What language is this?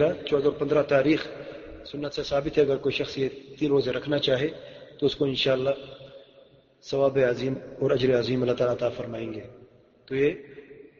Urdu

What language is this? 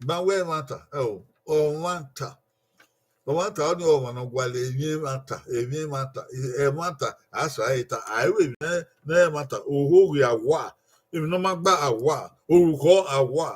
Bini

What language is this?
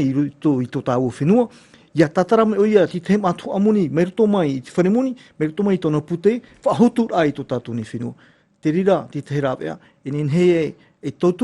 Tahitian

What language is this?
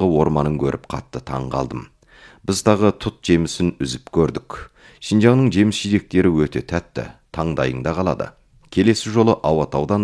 Kazakh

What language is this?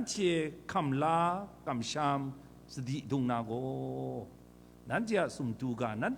Kachin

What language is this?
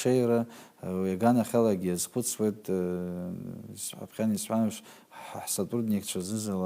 Abkhazian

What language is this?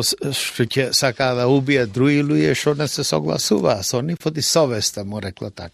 Macedonian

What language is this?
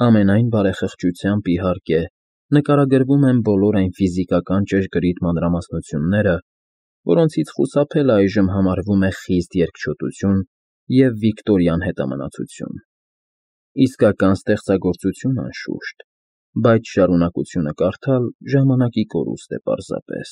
Armenian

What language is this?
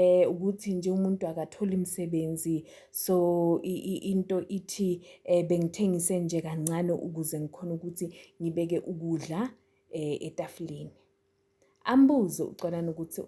Zulu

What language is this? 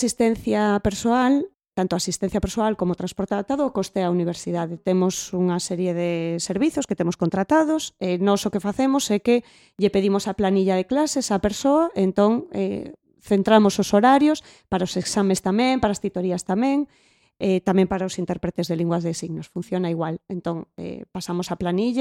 Galician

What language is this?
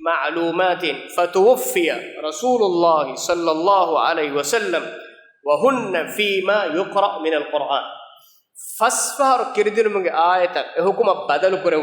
Divehi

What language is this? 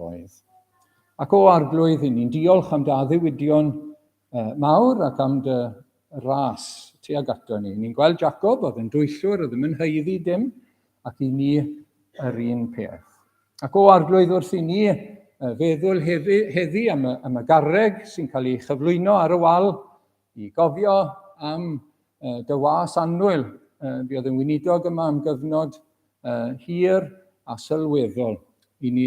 Welsh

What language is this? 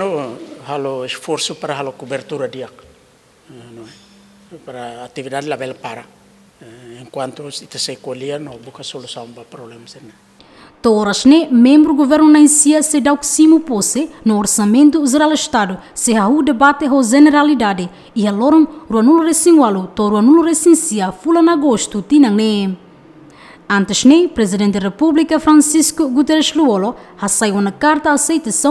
Tetum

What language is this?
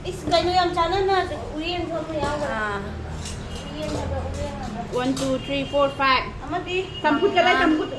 Manipuri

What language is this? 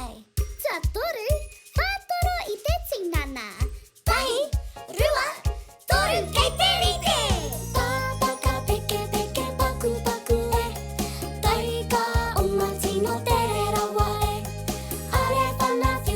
Māori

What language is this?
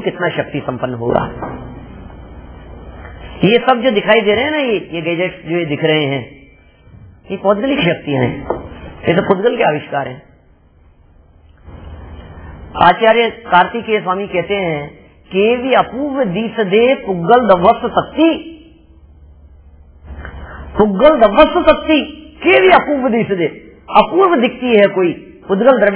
Hindi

